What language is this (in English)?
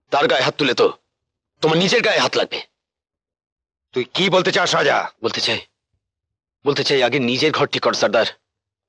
Bangla